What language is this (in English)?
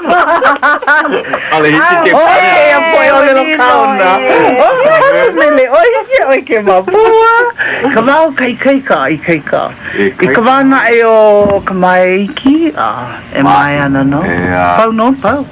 Hawaiian